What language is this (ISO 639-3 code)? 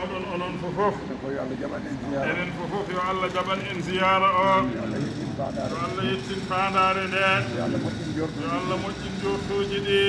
ful